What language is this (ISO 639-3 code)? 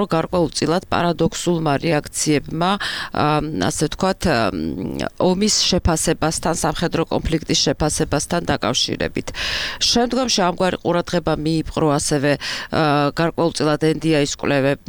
kat